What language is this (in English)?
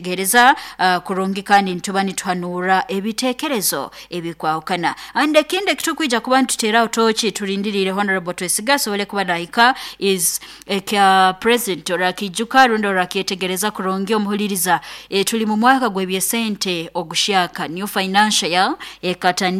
Nyoro